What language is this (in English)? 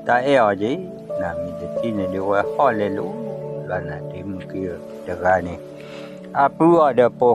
S'gaw Karen